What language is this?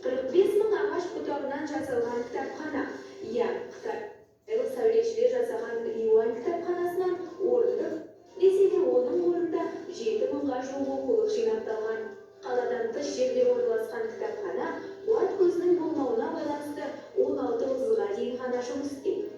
Kazakh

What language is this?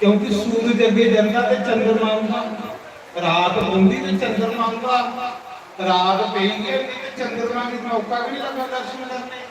Dogri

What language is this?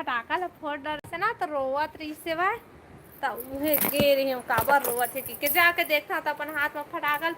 Chhattisgarhi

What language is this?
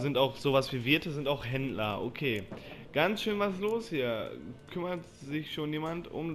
German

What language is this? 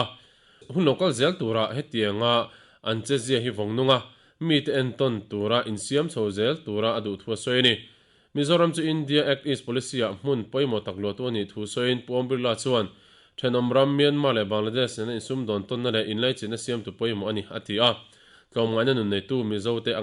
Mizo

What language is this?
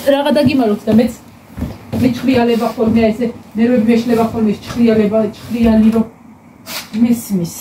Georgian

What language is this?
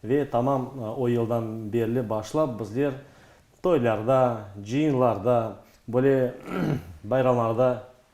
Crimean Tatar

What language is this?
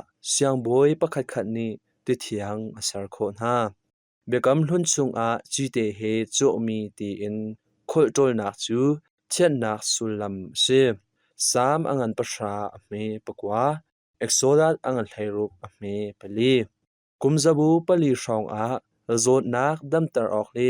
Hakha Chin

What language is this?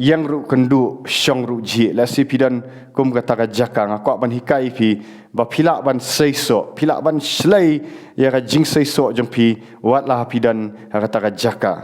Khasi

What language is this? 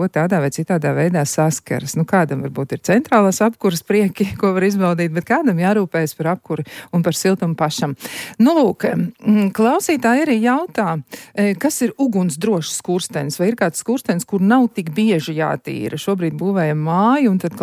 Latvian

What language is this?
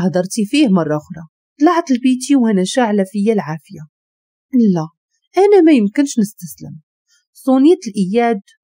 Moroccan Arabic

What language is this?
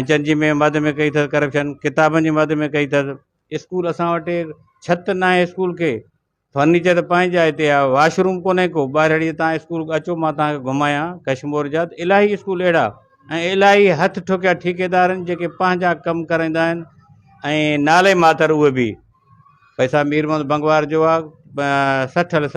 Sindhi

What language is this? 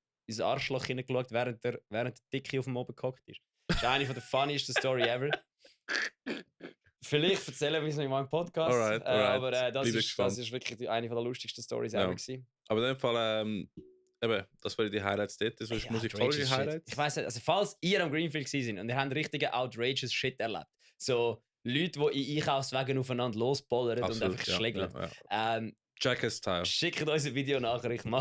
Swiss German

